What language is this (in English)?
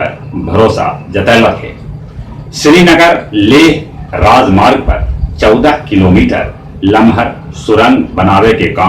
Magahi